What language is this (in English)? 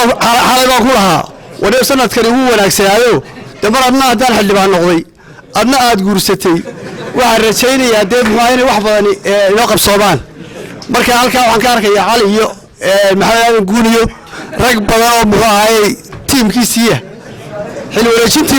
Somali